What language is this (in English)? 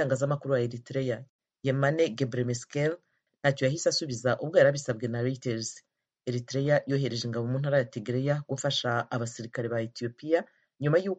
Kinyarwanda